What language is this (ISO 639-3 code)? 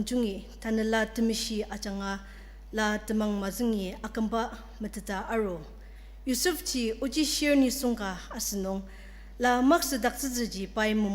njo